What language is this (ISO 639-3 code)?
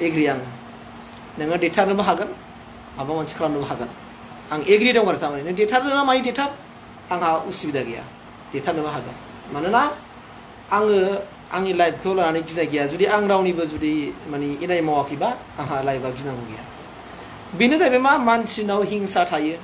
brx